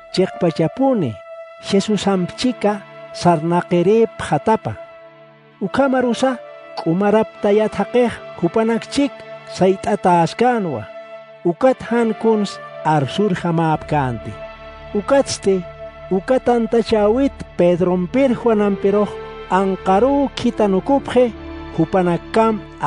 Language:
Aymara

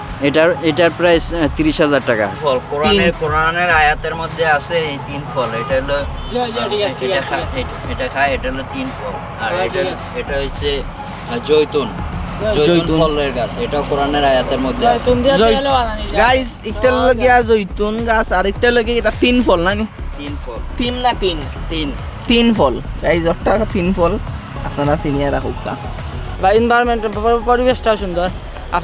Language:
Sylheti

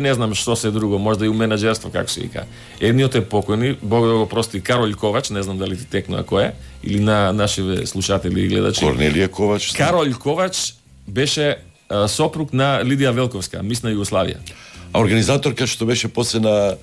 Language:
Macedonian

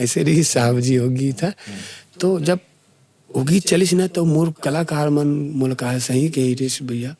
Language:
Chhattisgarhi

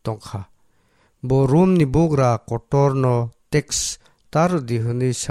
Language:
Kok Borok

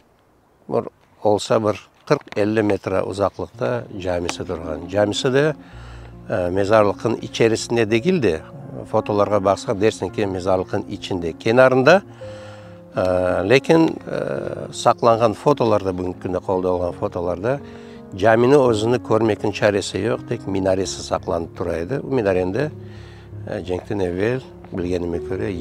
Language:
Crimean Tatar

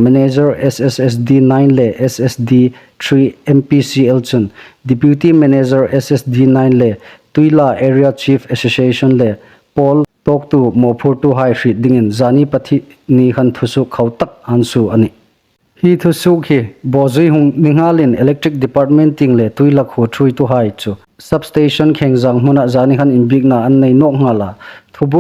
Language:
Hmar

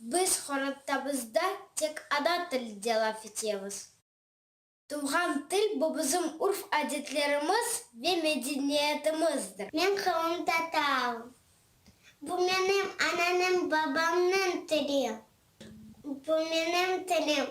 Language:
Crimean Tatar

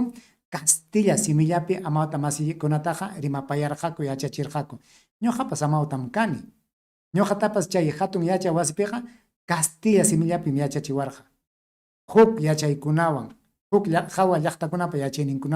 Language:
Ayacucho Quechua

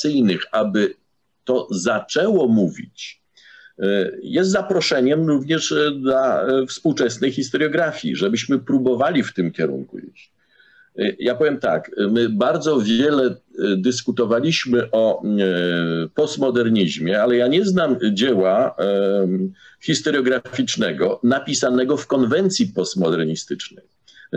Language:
Polish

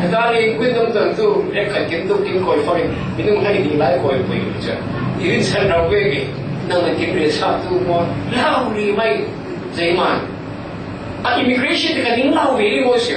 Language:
Falam Chin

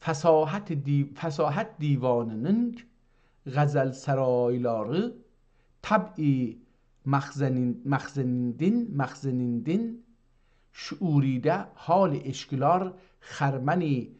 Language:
South Azerbaijani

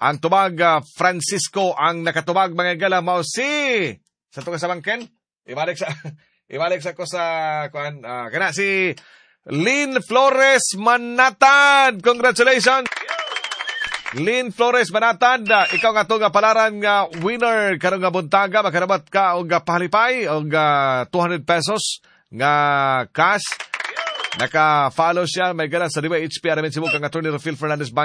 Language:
Cebuano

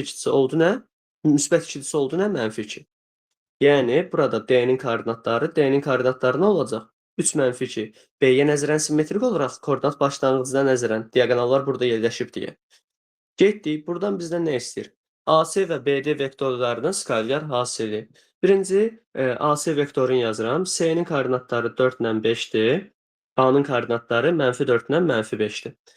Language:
Azerbaijani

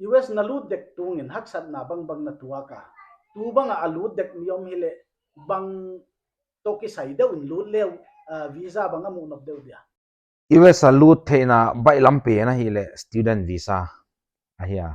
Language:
Paite Chin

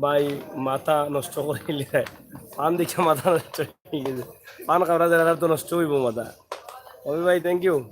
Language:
Sylheti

